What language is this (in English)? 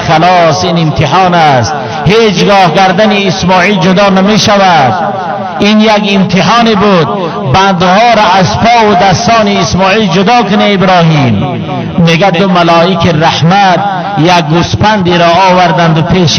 Tajik